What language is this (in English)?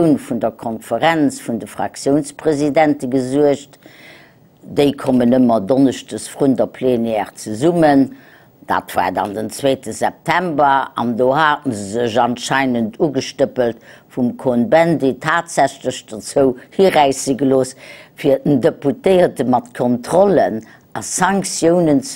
Luxembourgish